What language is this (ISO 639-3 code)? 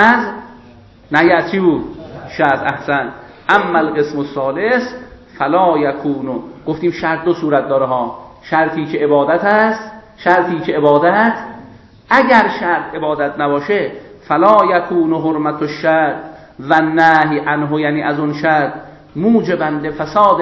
fas